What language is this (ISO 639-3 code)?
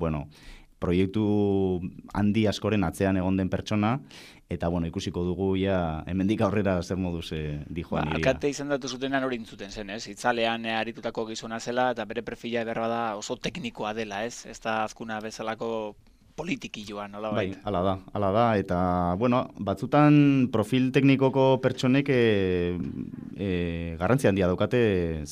eus